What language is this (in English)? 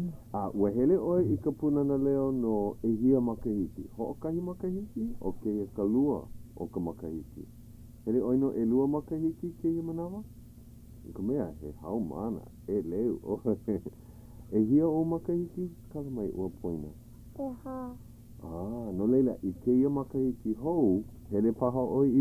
Hawaiian